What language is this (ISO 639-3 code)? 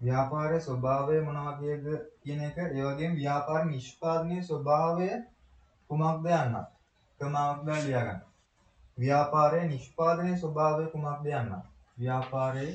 sin